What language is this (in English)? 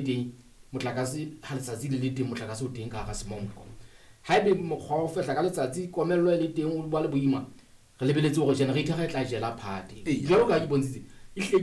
Southern Sotho